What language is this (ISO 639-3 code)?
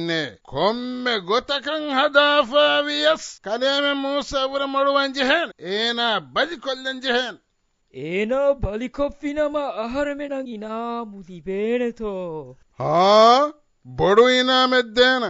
div